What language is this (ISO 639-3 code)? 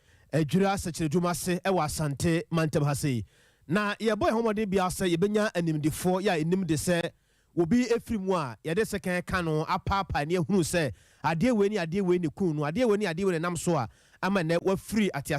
aka